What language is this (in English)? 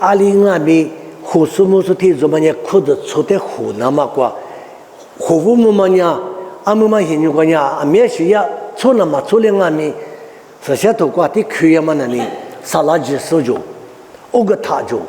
Lisu